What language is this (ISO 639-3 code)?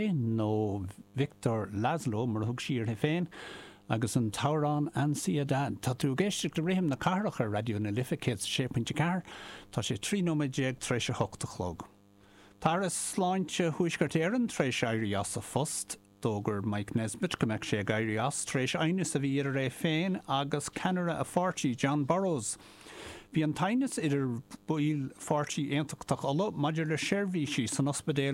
gle